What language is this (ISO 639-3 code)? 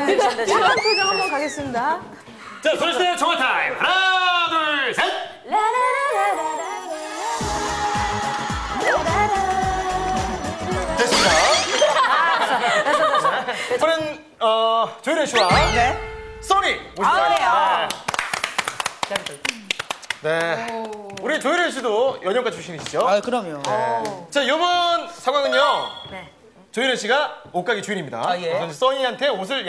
kor